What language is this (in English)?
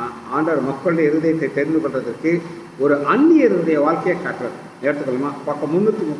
Tamil